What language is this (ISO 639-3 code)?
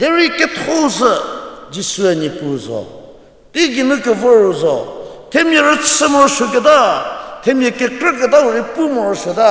njm